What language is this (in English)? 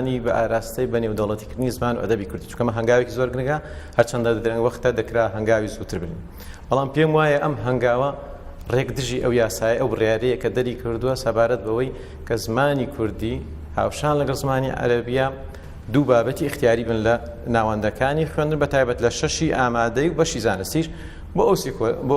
Central Kurdish